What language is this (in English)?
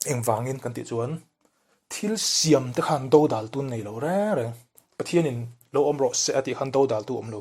Mizo